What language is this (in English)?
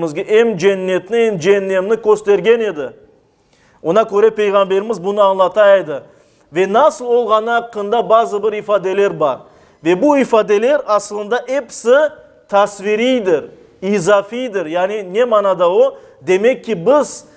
Crimean Tatar